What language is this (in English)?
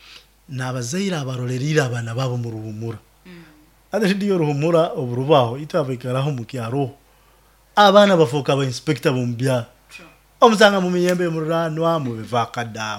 Nyoro